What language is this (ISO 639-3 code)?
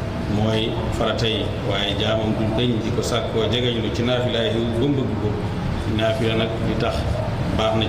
wol